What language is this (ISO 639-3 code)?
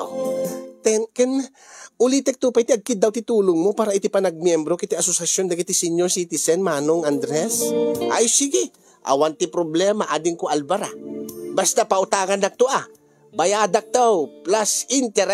ilo